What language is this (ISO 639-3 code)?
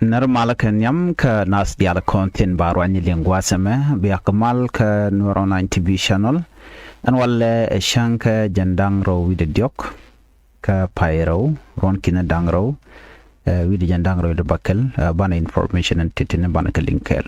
nus